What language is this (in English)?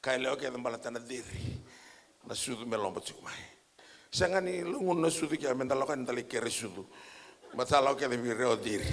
Fijian